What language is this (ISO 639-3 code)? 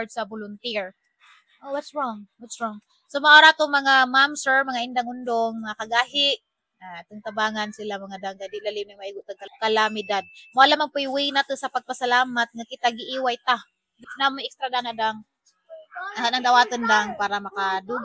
ceb